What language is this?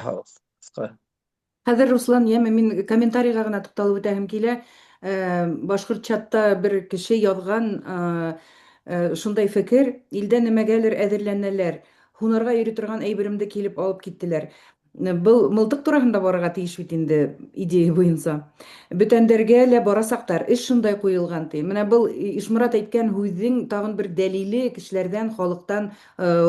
Bashkir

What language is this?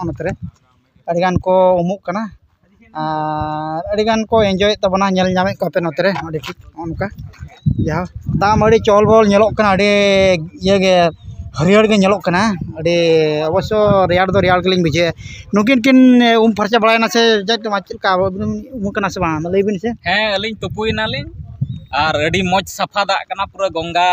Santali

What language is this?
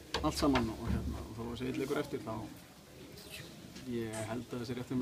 Icelandic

